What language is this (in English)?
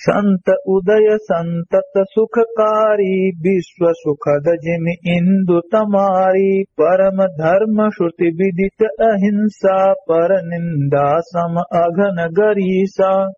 Awadhi